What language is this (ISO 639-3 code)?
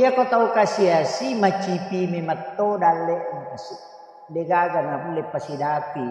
bug